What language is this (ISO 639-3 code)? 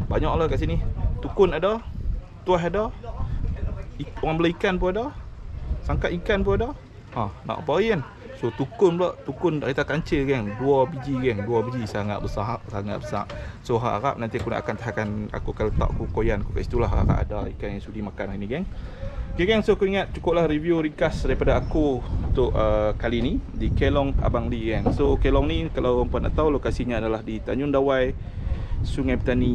msa